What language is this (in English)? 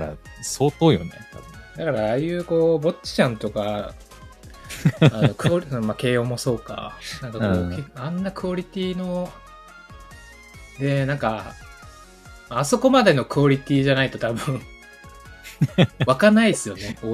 Japanese